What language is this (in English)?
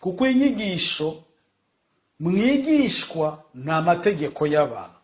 Kinyarwanda